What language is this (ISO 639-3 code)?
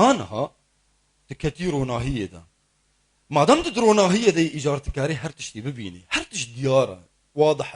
kur